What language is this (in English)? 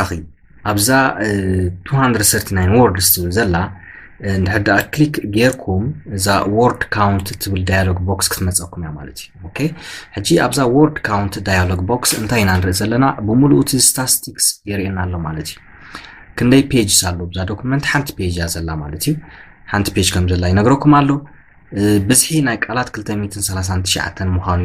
Tigrinya